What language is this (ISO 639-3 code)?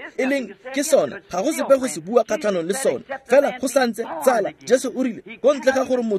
tsn